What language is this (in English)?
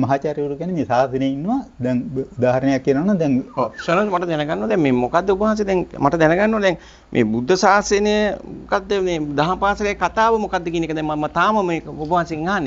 Sinhala